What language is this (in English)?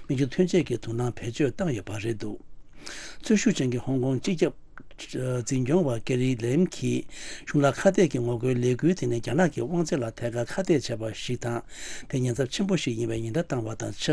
Tibetan